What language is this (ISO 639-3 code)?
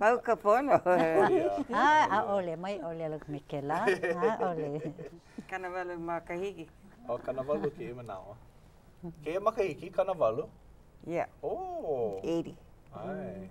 haw